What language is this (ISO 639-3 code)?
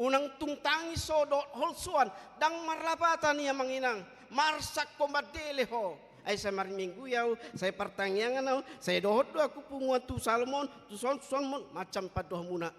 bbc